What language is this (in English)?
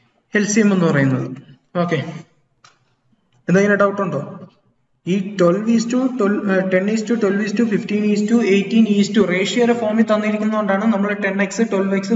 Malayalam